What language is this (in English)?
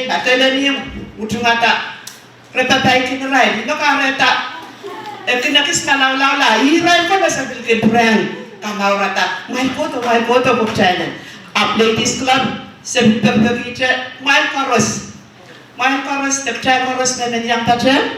Pohnpeian